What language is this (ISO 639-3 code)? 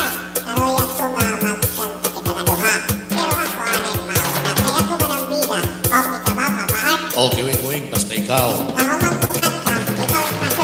war